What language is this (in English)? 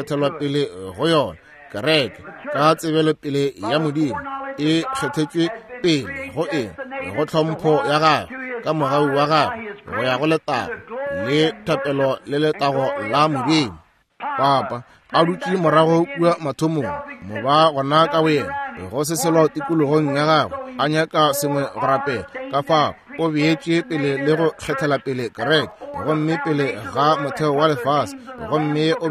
Northern Sotho